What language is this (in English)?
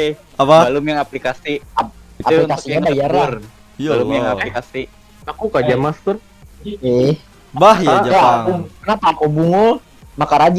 Banjar